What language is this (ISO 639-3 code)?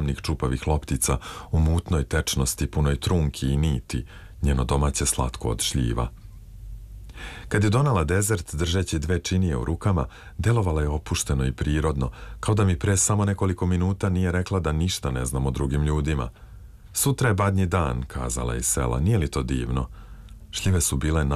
srp